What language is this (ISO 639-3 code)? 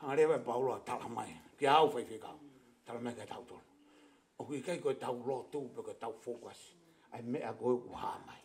ton